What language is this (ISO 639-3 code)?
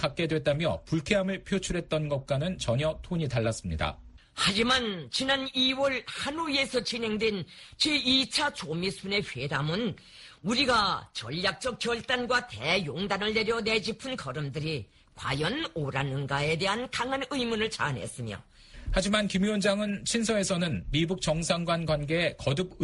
kor